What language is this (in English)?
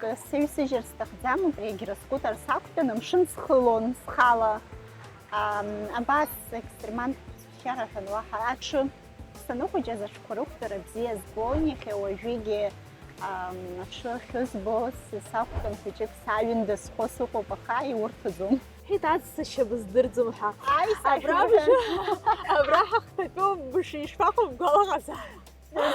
Abkhazian